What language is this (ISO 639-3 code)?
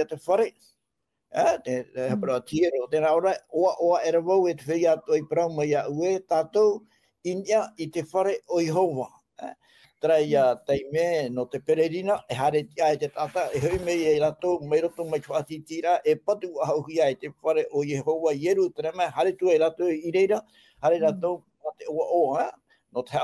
tah